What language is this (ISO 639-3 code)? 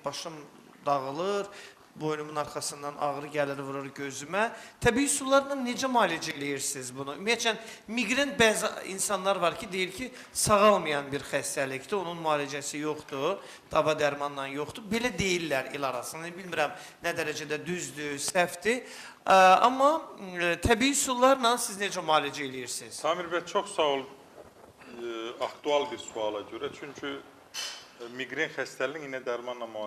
aze